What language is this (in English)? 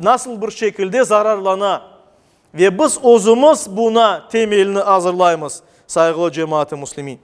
Crimean Tatar